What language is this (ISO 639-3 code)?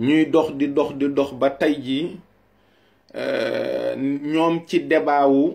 wol